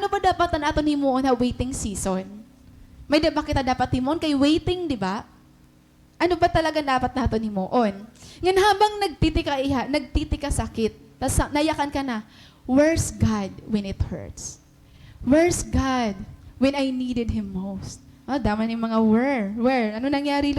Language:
Waray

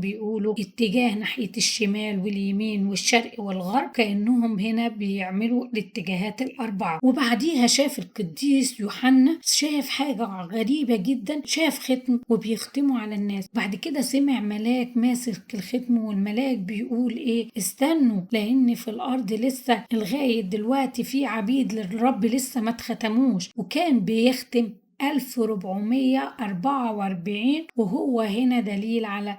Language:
Egyptian Arabic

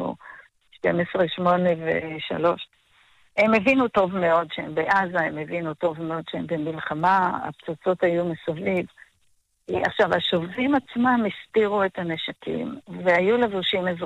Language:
Hebrew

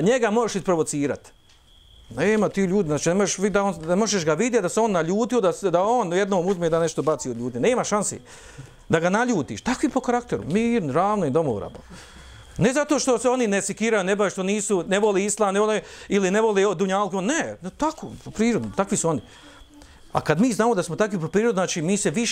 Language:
Bosnian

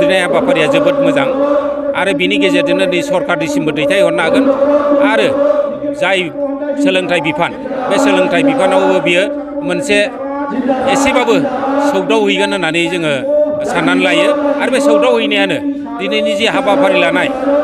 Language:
Bodo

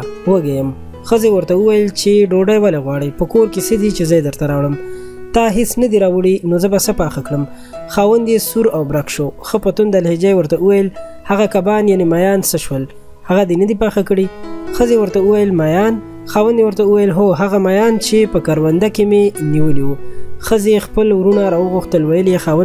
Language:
Pashto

